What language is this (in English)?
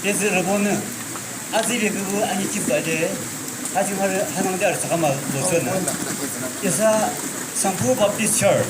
Yimchungru Naga